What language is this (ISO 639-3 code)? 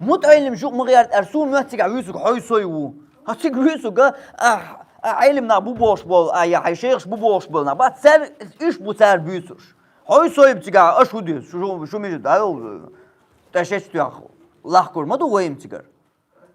che